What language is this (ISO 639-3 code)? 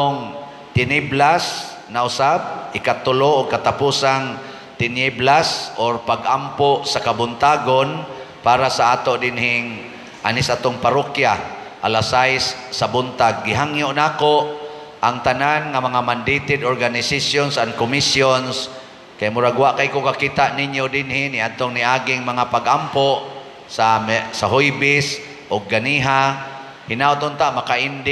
ceb